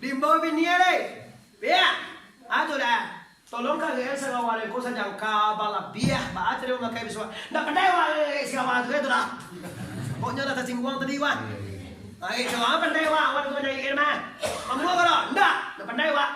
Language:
Minangkabau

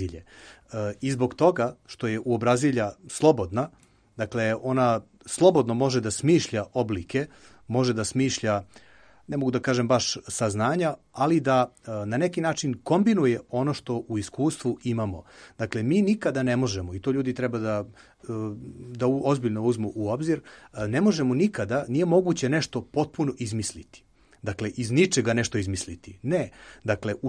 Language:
Serbian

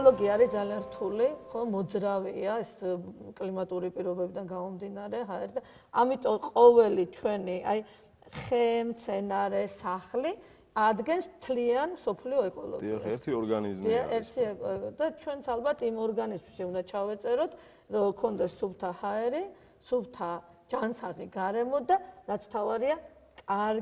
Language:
Georgian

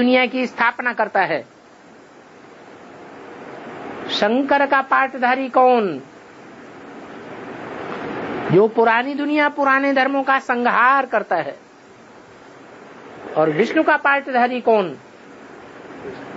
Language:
Hindi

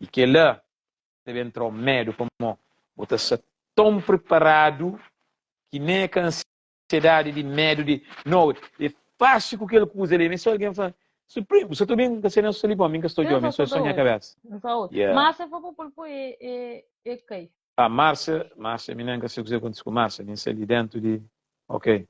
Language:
Kabuverdianu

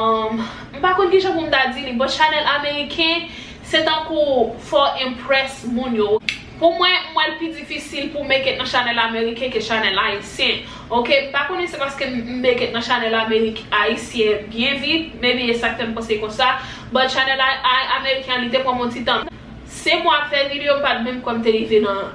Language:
Haitian Creole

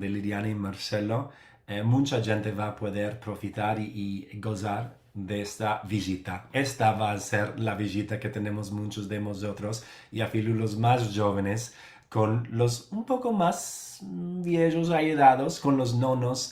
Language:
Ladino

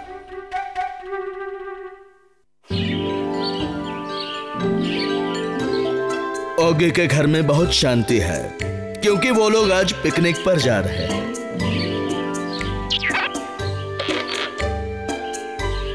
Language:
Hindi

